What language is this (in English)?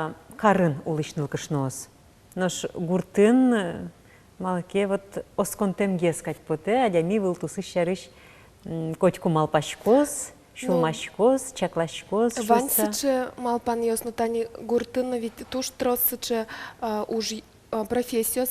Udmurt